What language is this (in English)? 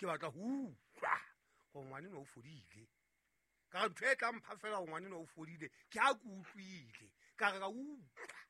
Southern Sotho